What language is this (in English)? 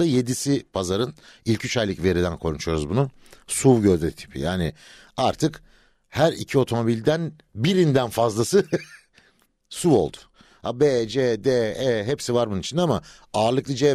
Turkish